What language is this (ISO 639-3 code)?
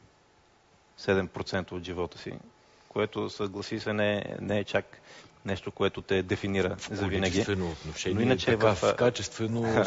bul